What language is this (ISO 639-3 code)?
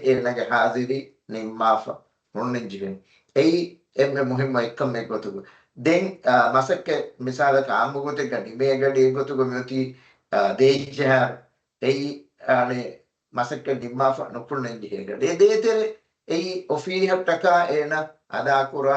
div